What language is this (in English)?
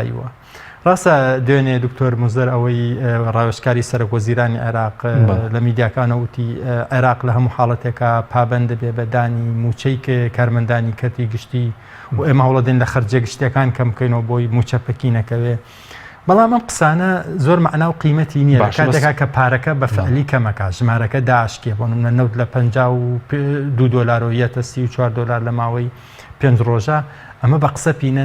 Central Kurdish